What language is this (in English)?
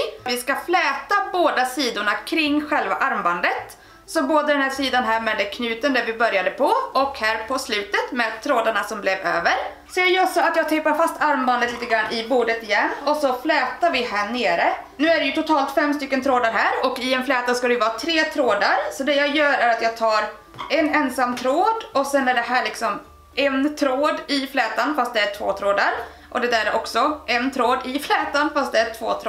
Swedish